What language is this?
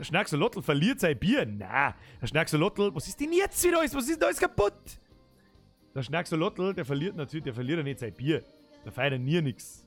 Bavarian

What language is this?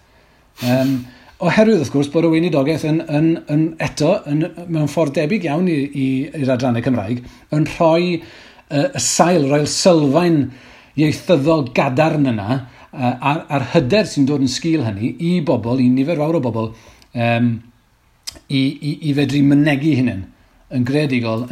Welsh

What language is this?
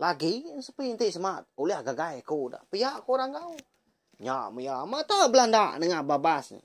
Iban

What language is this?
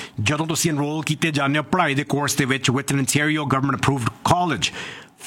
Punjabi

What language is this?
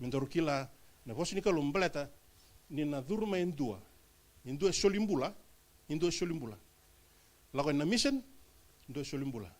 Fijian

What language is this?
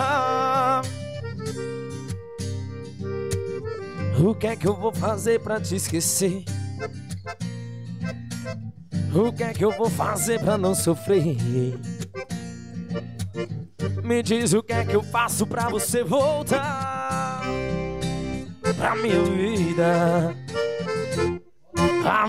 Portuguese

